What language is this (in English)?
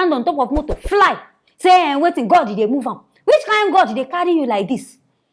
Nigerian Pidgin